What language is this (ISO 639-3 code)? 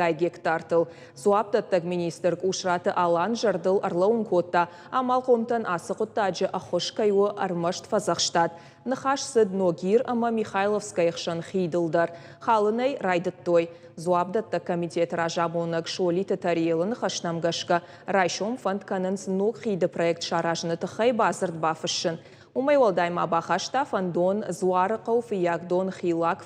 oss